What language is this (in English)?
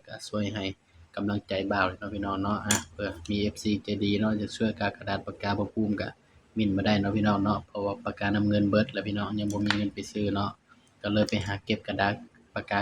Northeastern Thai